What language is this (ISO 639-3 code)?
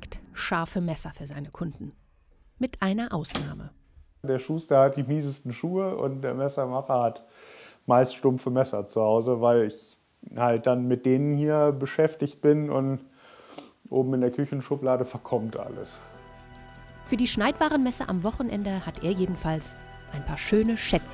deu